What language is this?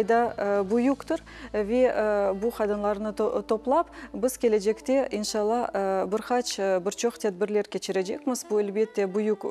Crimean Tatar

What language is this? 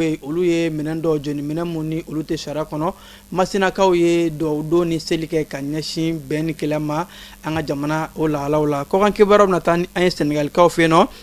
Bambara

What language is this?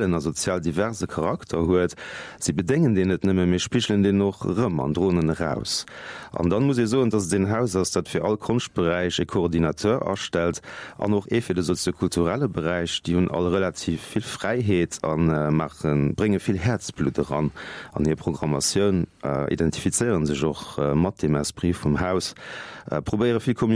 Luxembourgish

